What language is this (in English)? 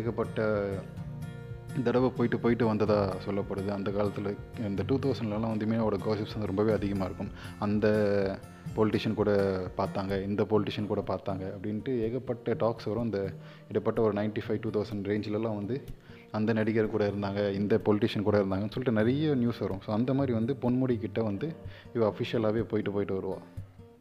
Tamil